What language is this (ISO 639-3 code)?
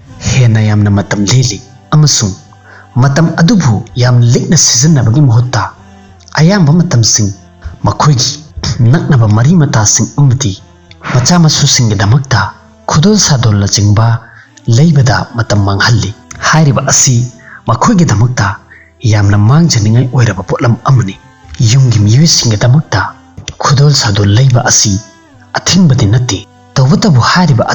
mni